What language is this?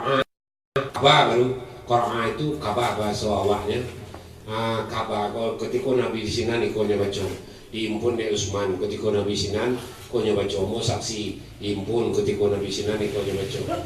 Minangkabau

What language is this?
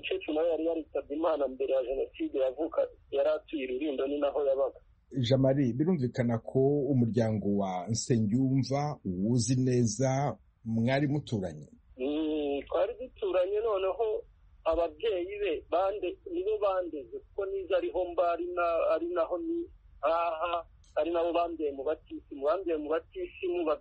Kinyarwanda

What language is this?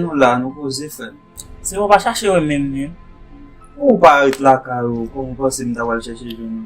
Haitian Creole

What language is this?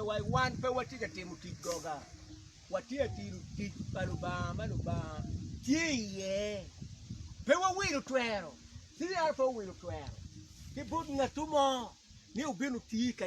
Acoli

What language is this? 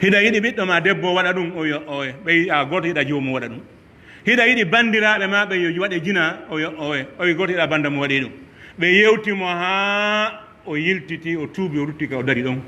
Pular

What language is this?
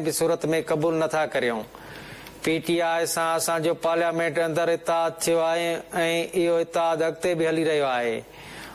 Sindhi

